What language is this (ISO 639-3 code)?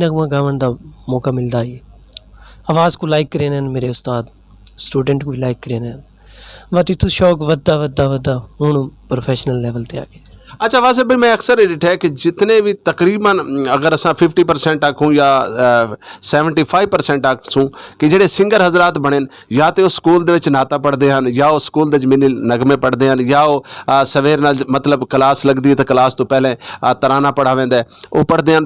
skr